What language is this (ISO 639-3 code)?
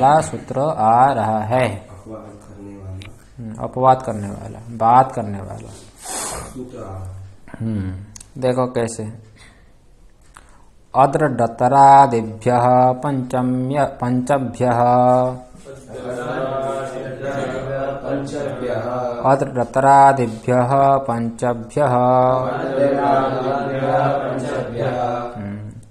hin